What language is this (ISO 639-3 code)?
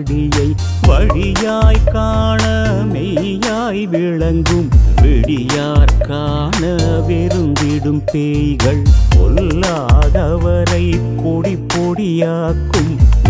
tam